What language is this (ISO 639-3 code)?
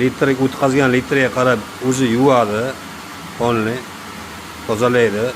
uzb